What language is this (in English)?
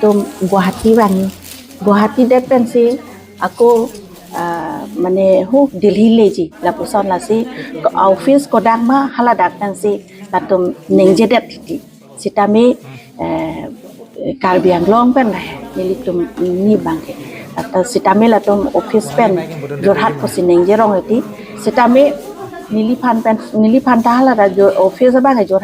Karbi